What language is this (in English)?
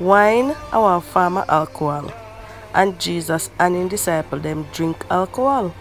Jamaican Creole English